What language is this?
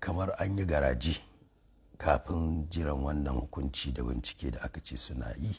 Hausa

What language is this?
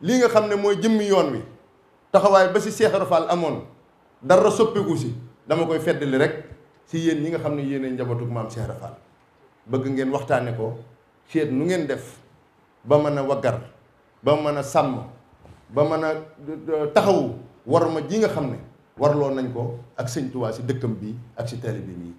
Wolof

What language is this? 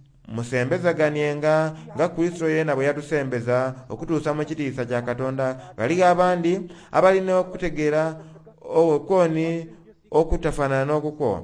Soga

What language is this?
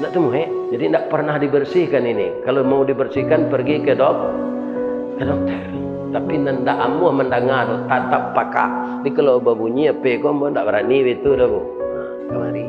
Minangkabau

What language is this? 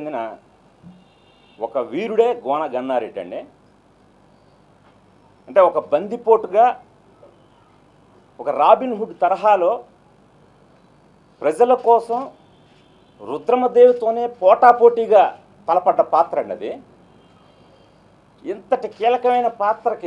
Telugu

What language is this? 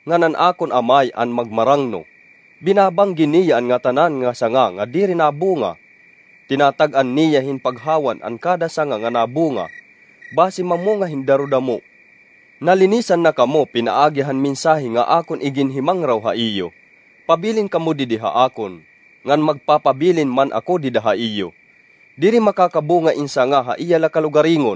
Waray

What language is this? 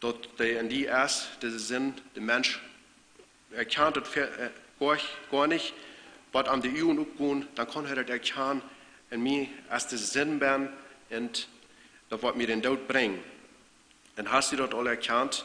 Plautdietsch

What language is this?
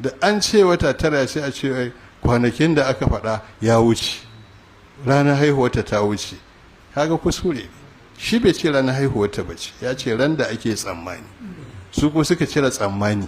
Hausa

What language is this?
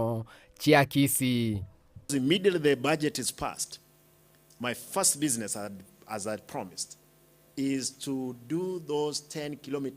Gusii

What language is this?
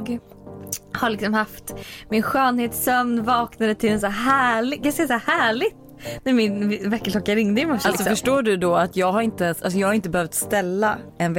Swedish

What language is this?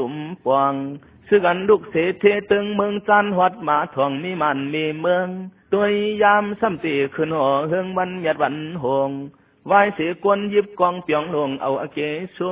Shan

